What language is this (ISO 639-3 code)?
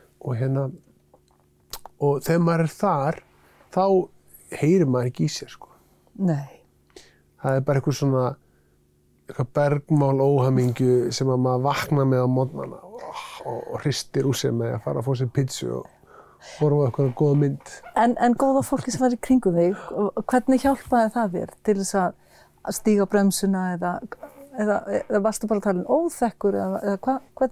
isl